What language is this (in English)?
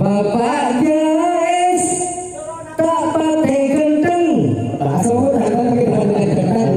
Madurese